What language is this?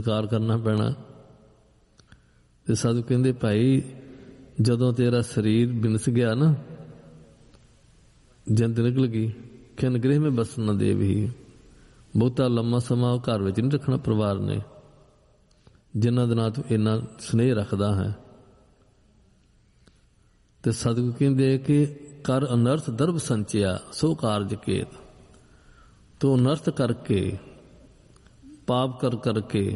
Punjabi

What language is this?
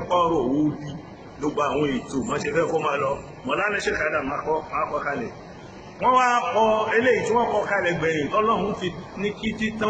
Yoruba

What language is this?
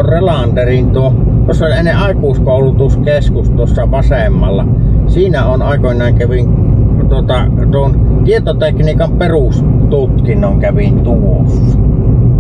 Finnish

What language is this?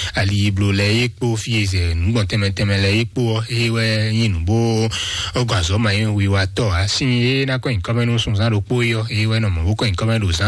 Fon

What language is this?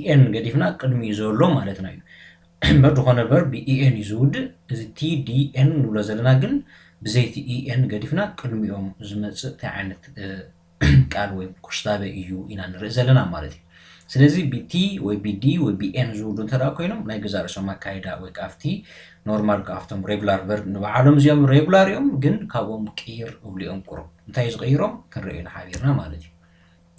Tigrinya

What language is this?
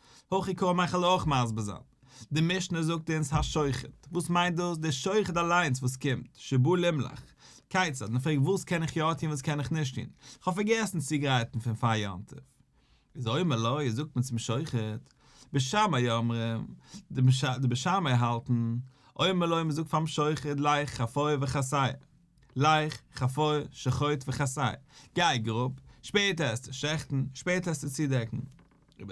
Yiddish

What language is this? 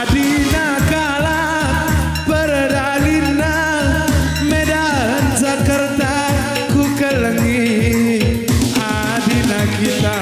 Batak Karo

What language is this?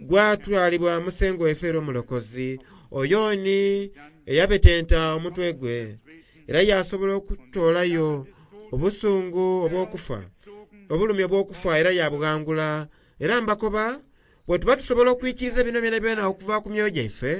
Soga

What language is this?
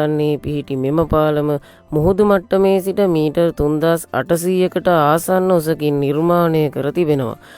Sinhala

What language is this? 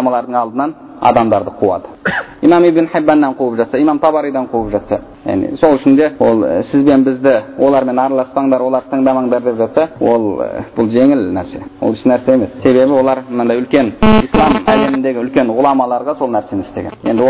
Kazakh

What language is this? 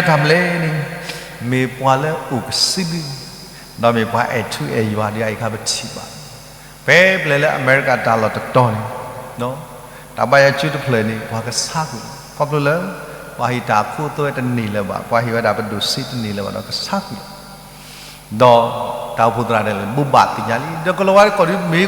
S'gaw Karen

